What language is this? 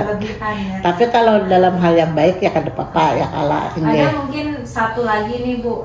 Banjar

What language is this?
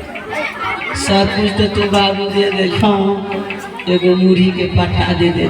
Maithili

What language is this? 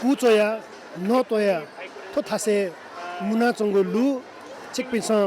Newari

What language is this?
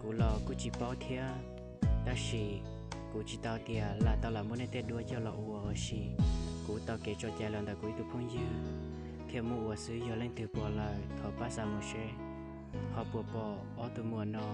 Hmong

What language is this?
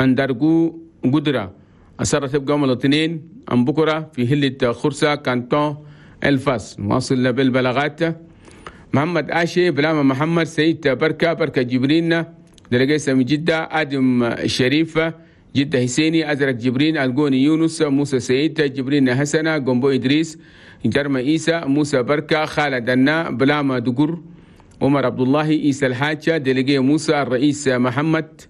Chadian Arabic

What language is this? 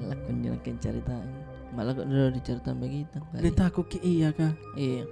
Makassar Malay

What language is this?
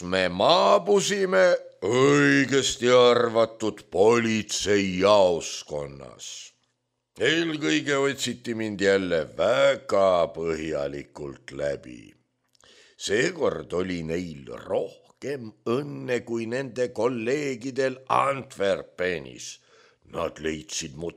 Estonian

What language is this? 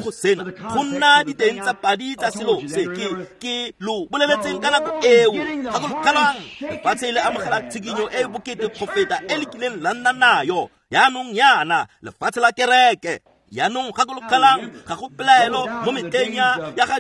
Tswana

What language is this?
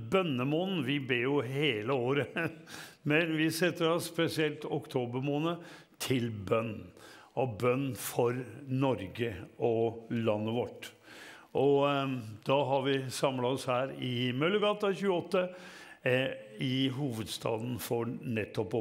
Norwegian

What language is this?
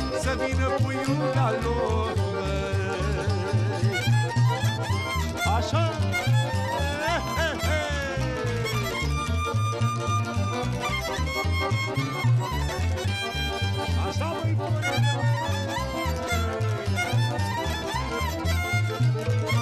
Romanian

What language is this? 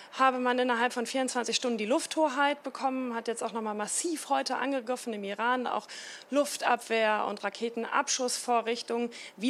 German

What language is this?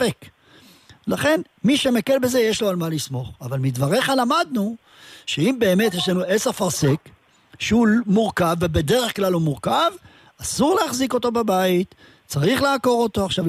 Hebrew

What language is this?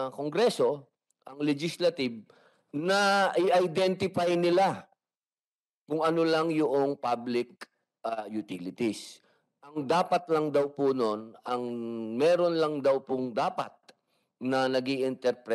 Filipino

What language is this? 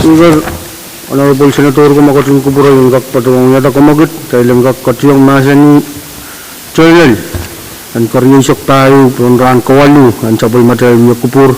Pohnpeian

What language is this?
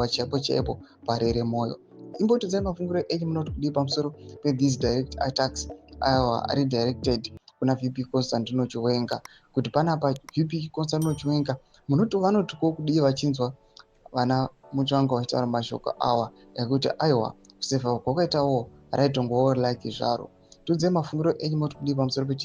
Shona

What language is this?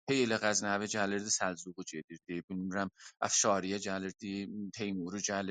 South Azerbaijani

